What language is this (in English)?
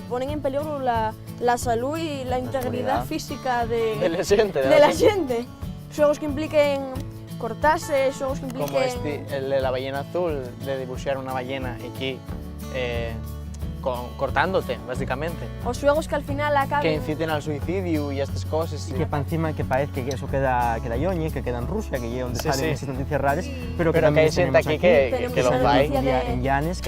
Asturian